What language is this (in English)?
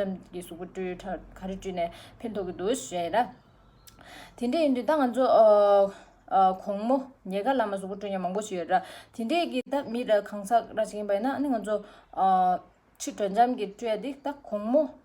Tibetan